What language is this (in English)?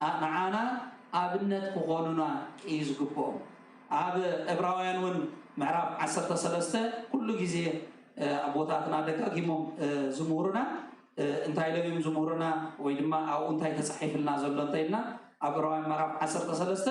Tigrinya